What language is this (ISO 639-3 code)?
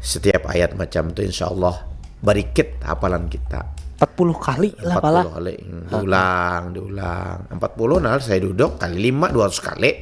bjn